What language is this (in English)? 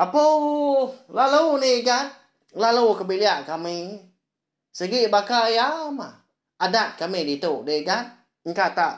Iban